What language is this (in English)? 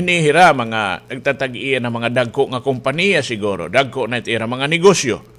Waray